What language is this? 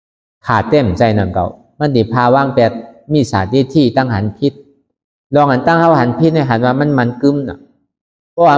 Shan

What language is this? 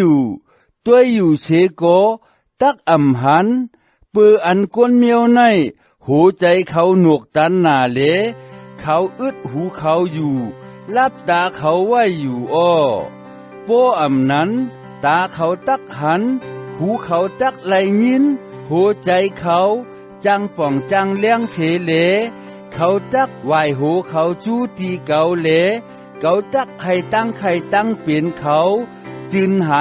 Shan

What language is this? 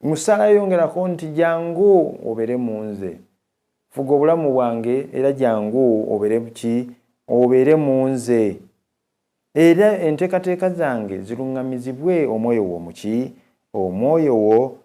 Ganda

